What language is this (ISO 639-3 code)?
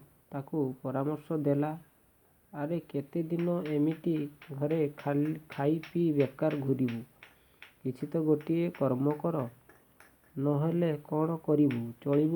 ori